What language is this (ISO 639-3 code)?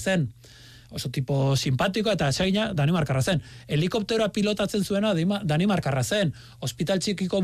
eus